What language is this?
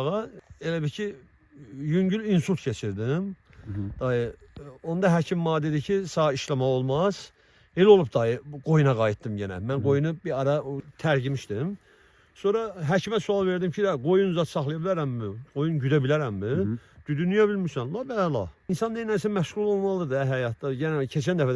Azerbaijani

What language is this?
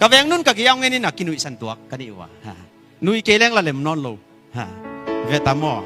Tedim Chin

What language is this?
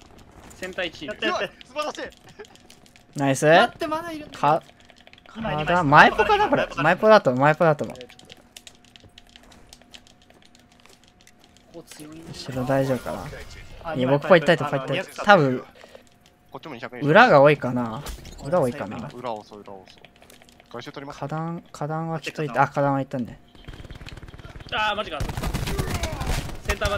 Japanese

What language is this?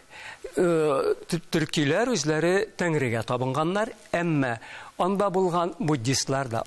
Tatar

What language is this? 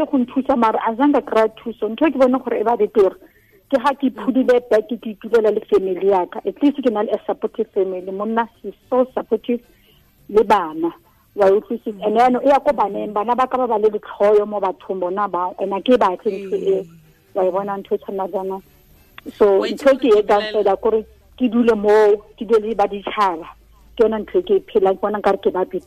Tswana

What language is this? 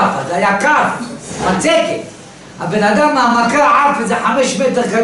Hebrew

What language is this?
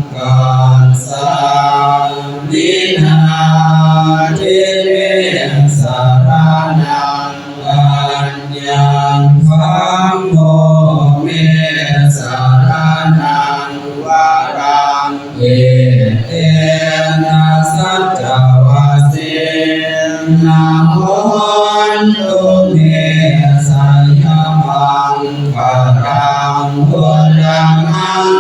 Pali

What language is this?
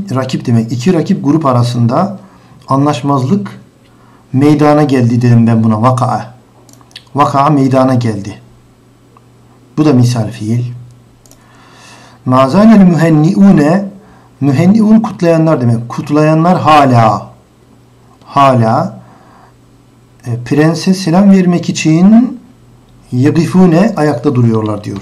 Turkish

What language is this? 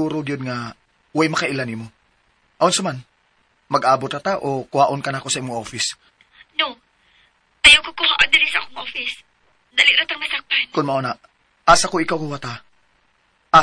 Cebuano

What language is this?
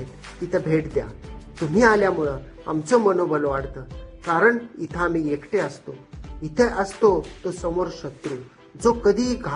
Marathi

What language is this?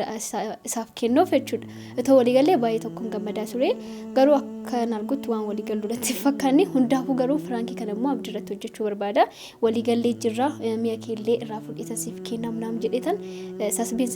Oromo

